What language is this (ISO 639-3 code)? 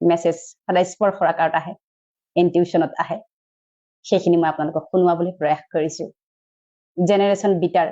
asm